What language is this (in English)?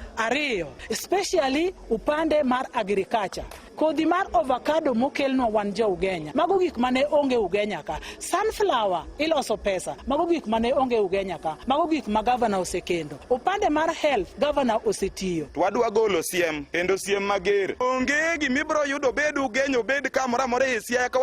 Luo (Kenya and Tanzania)